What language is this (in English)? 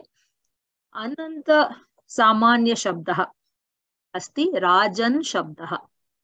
Sanskrit